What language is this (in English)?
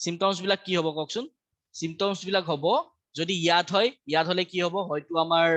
Assamese